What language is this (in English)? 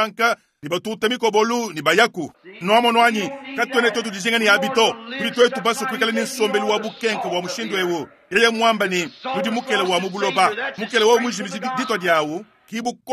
Luba-Lulua